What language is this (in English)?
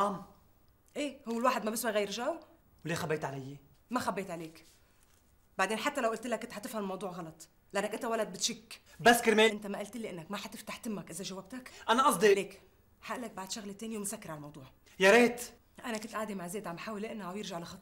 North Levantine Arabic